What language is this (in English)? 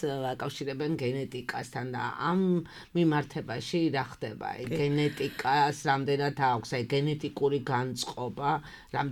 Georgian